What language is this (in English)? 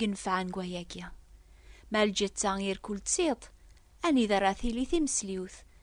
Kabyle